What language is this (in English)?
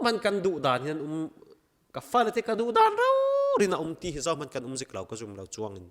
Falam Chin